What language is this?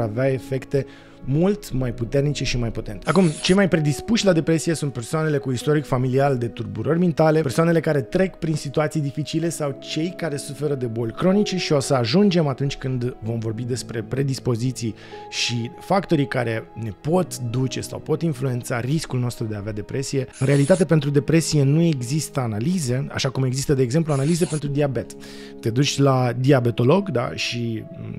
Romanian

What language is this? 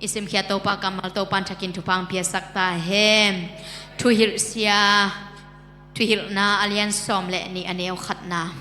Tedim Chin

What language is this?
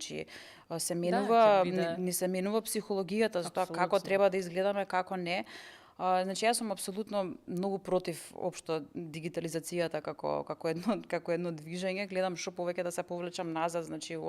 Macedonian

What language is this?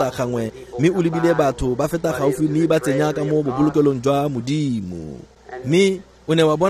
Tswana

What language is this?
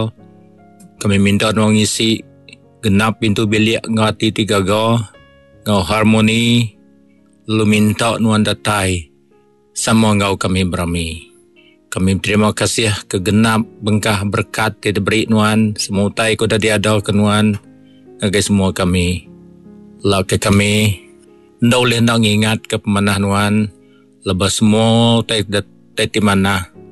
Iban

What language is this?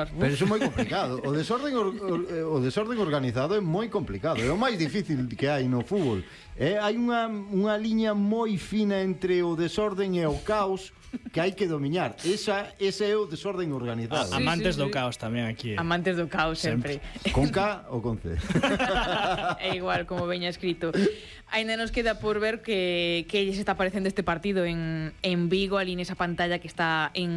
Galician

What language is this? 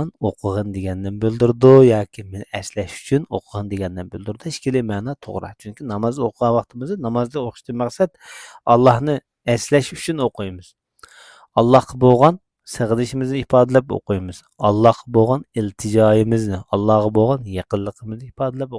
Uyghur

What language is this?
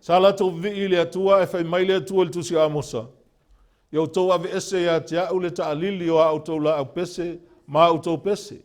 Samoan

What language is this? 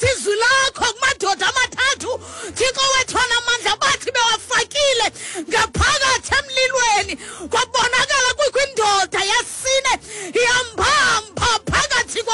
Xhosa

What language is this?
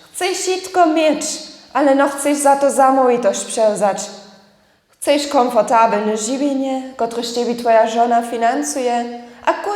Upper Sorbian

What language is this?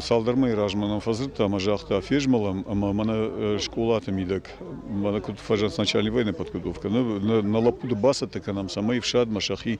Ossetic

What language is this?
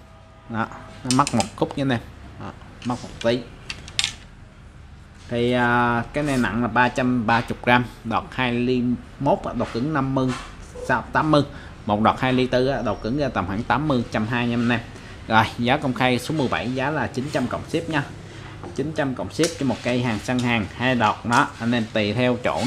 Vietnamese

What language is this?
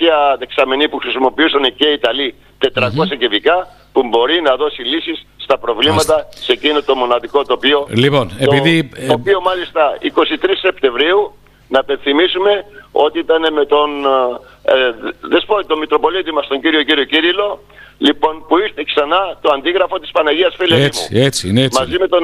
Greek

